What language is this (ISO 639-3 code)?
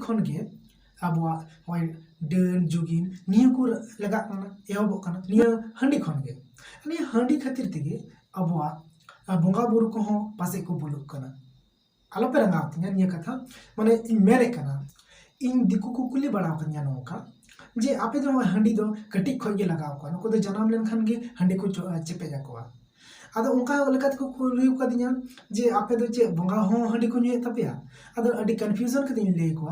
sat